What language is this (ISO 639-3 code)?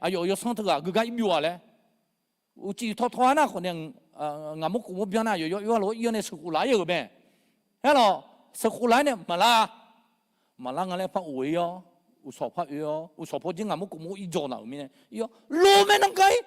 ahk